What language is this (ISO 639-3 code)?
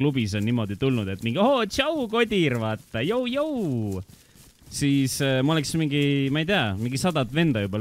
est